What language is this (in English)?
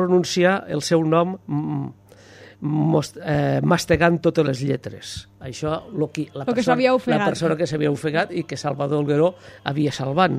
Catalan